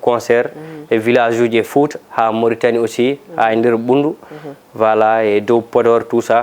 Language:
Fula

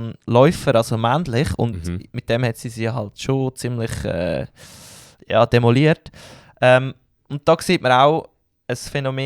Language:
Swiss German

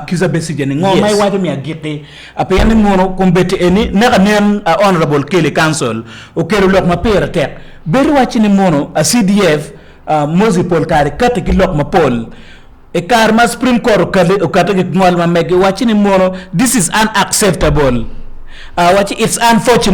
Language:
Acoli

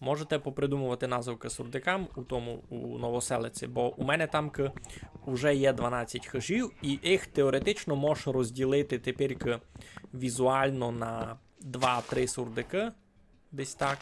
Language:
Rusyn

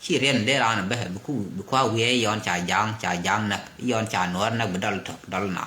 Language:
Nuer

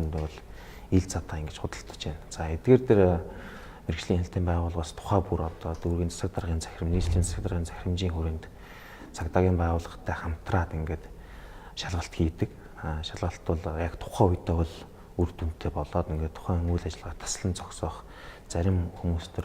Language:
Mongolian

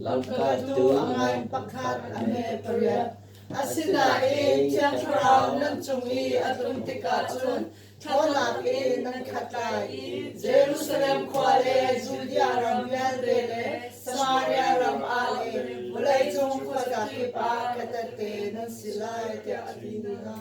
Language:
Hakha Chin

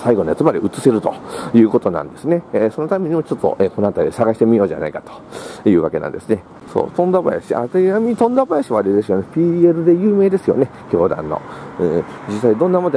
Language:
Japanese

